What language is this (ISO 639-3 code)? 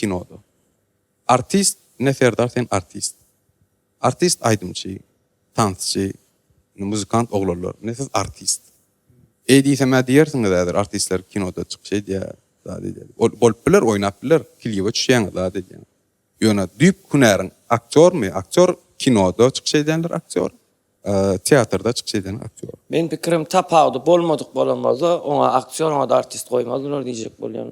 tuk